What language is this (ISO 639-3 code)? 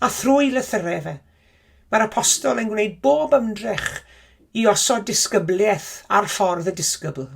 cym